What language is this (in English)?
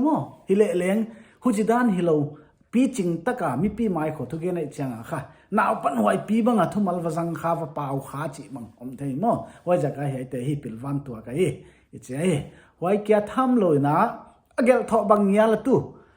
Paite Chin